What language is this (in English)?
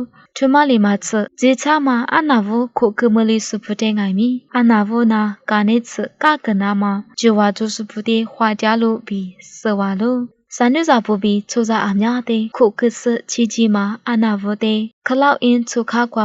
Lisu